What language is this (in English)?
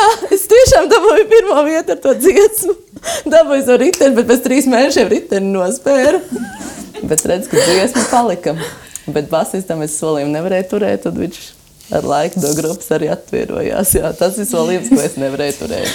Latvian